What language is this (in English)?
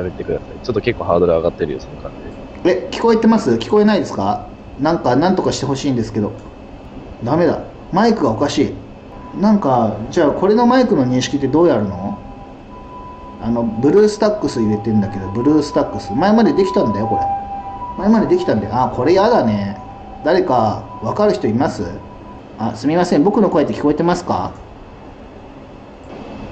Japanese